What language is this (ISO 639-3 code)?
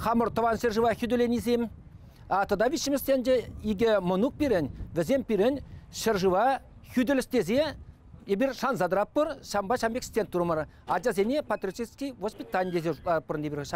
chv